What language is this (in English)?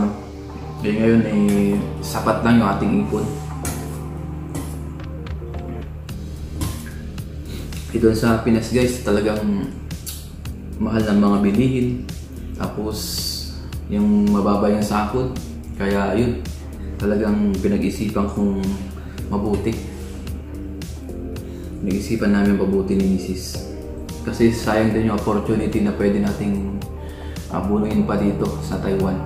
Filipino